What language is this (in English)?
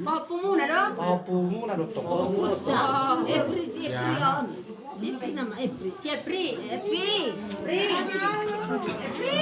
Batak Toba